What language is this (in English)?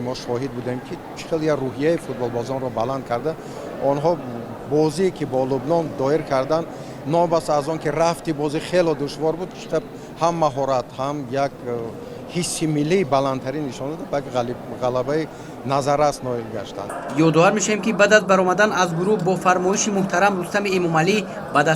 Tajik